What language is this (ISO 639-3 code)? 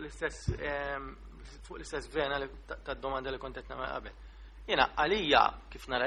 mlt